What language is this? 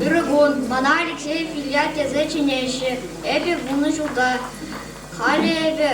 Chuvash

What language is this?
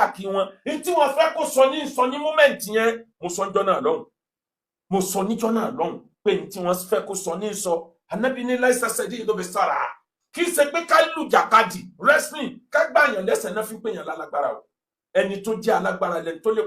Yoruba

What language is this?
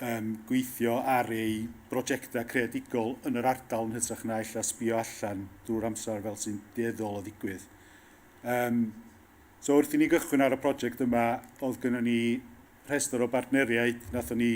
Welsh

